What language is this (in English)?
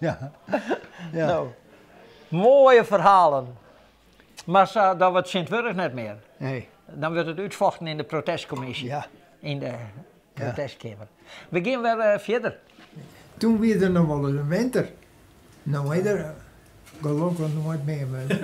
Western Frisian